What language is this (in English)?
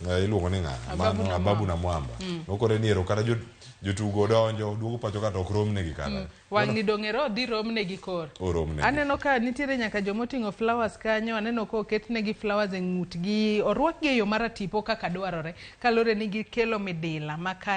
Luo (Kenya and Tanzania)